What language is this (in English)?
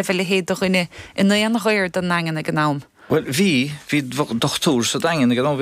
Irish